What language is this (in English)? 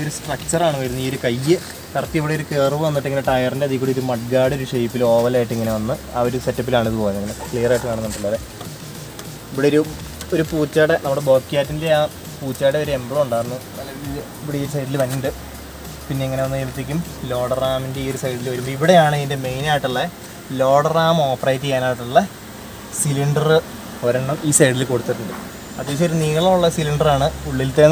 Malayalam